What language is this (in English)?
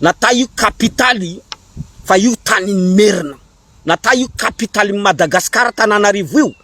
Malagasy